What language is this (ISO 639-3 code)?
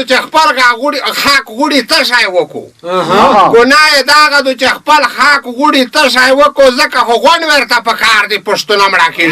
pus